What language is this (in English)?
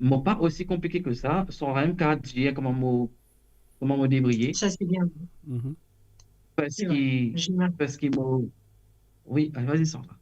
Morisyen